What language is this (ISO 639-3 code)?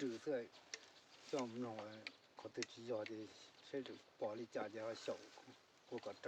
hmn